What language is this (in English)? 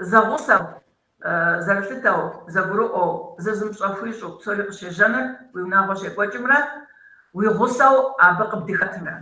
Kabardian